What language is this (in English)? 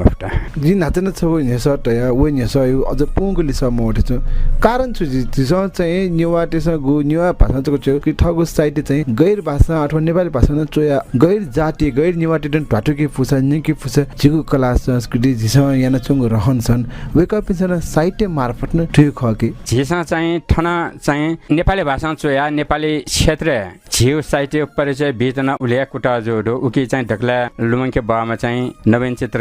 Newari